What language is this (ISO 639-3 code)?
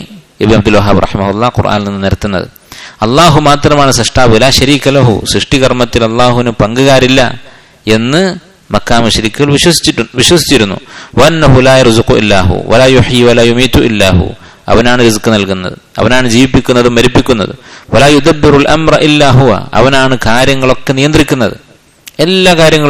mal